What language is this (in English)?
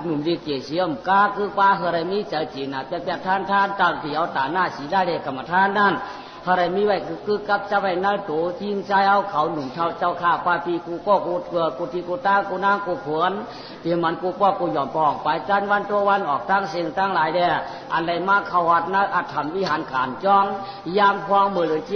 Shan